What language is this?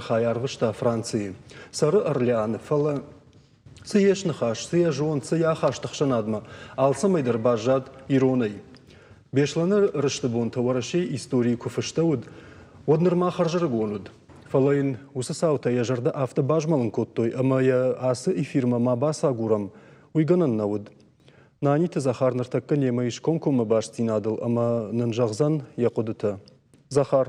Ossetic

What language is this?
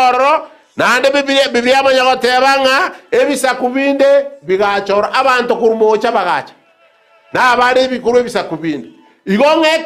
Gusii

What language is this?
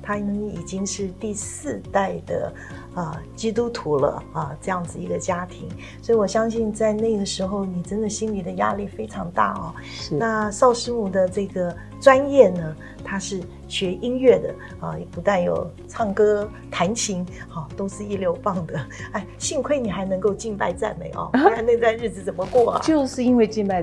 Chinese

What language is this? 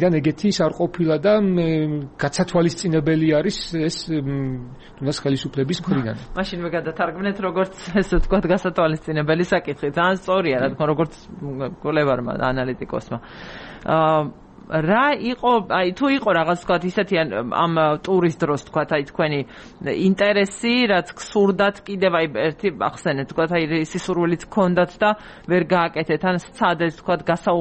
Georgian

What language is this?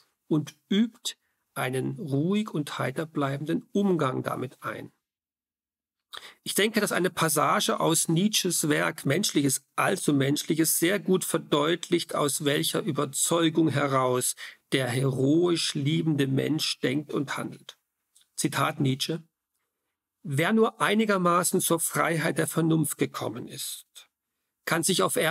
German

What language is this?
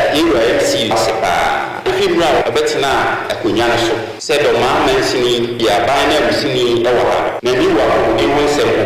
Akan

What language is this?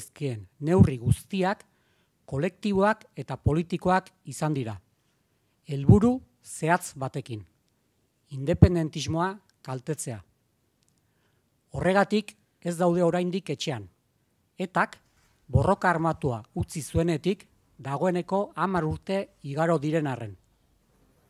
Basque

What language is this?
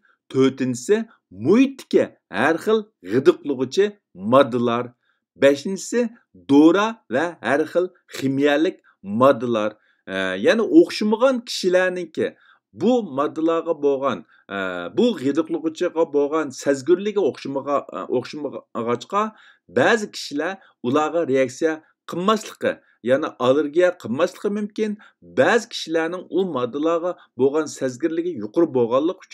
Uyghur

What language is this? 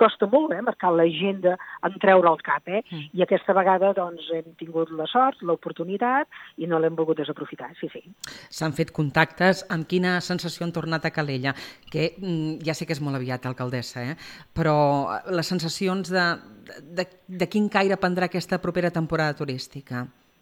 Catalan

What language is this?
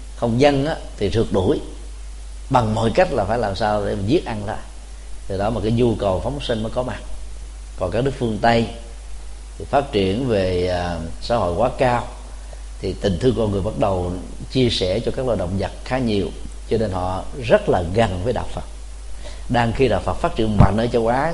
Vietnamese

